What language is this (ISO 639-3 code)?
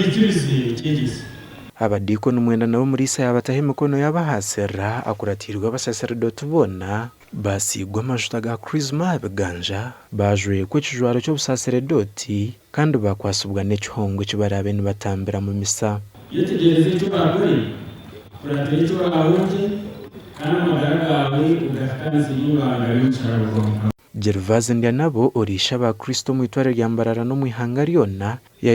nyn